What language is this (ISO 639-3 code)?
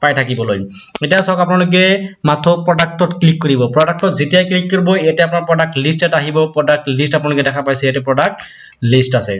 asm